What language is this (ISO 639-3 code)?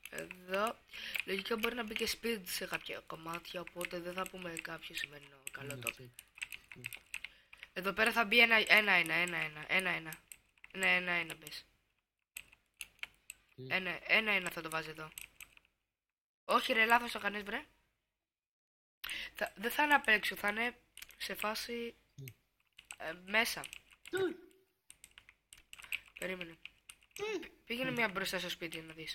ell